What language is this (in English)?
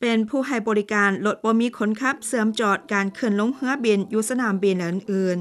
Lao